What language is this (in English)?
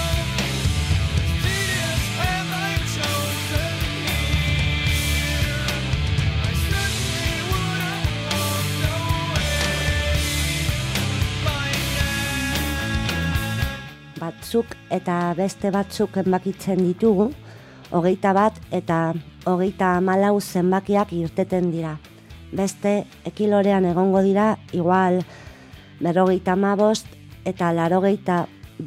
Basque